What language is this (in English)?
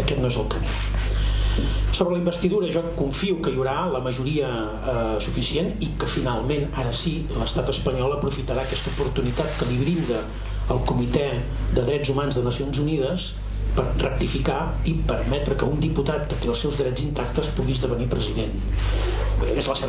Catalan